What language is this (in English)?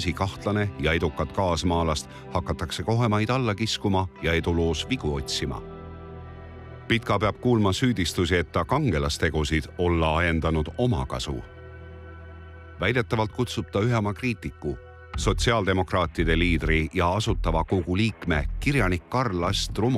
Estonian